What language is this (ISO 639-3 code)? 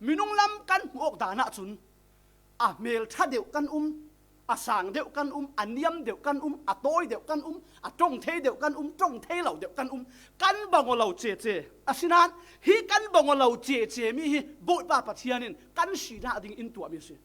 cfm